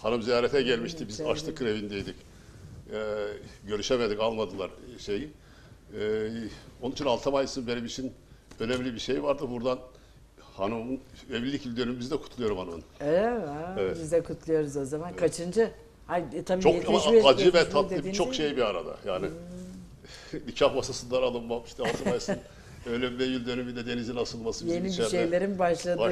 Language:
Turkish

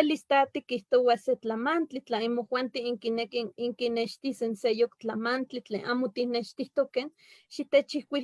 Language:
Eastern Huasteca Nahuatl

